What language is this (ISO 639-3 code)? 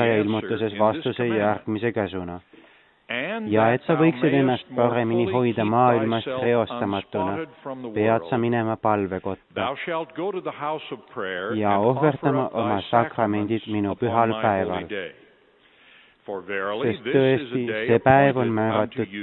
est